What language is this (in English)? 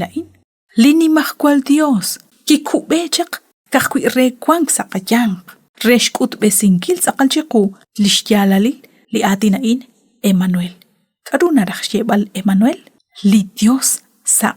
Kekchí